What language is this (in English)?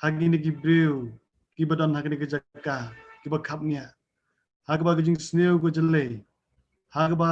Khasi